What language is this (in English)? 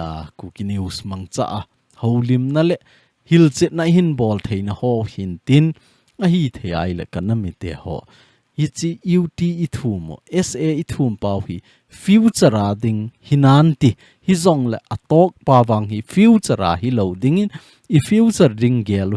Thado Chin